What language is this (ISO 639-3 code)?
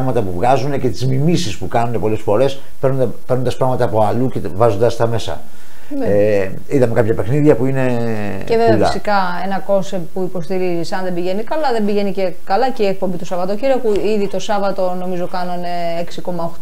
ell